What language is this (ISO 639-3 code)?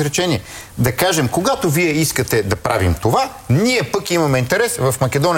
bul